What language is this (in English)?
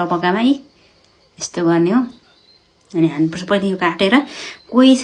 Nepali